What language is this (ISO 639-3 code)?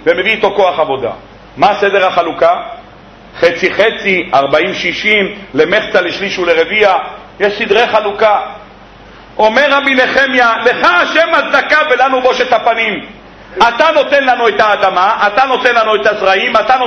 heb